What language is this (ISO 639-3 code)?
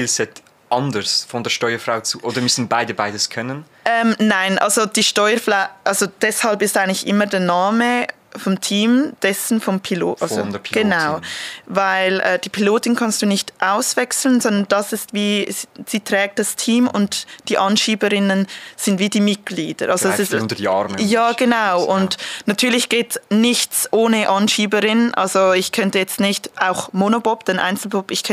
gsw